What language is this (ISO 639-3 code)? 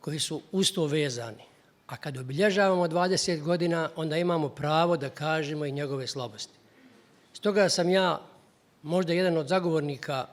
bos